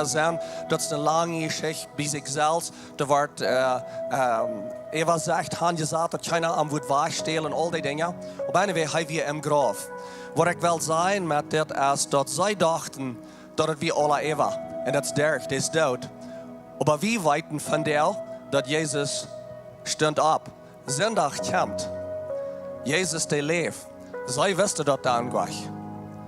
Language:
Plautdietsch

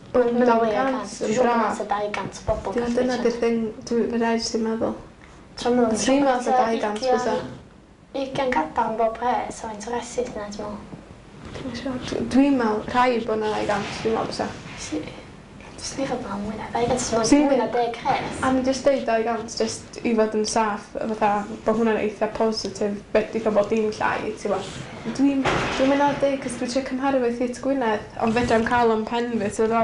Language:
Welsh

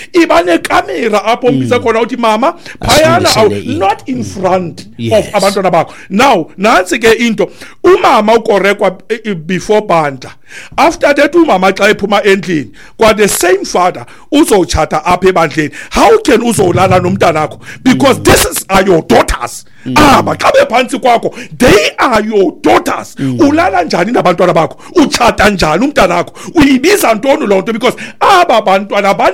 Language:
Xhosa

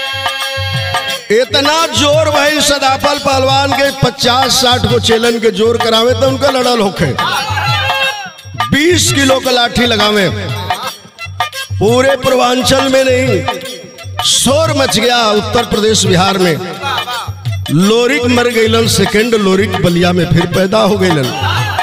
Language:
Bhojpuri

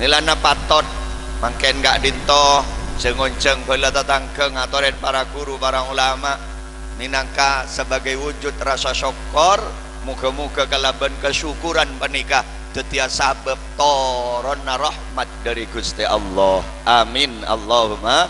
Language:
Madurese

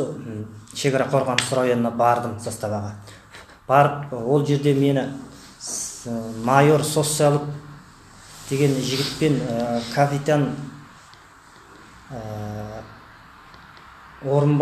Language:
Kazakh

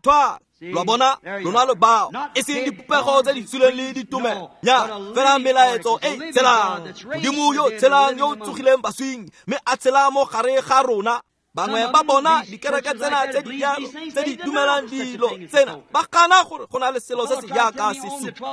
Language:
Tswana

